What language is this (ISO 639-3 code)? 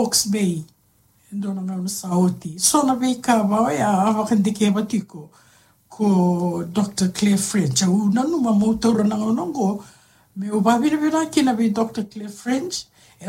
fij